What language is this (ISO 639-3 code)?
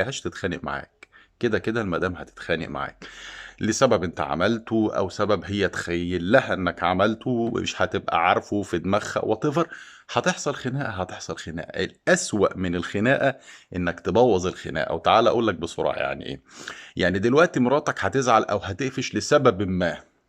arz